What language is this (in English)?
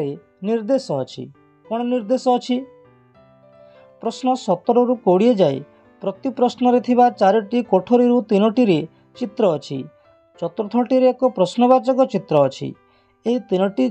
Odia